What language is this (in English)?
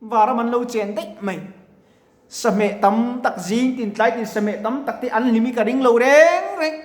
Mizo